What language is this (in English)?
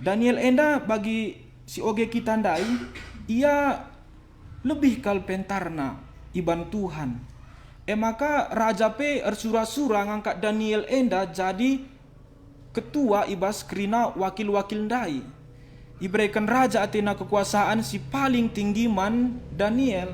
Batak Karo